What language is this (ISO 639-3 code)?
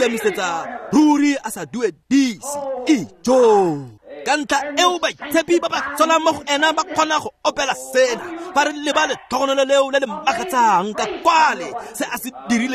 tsn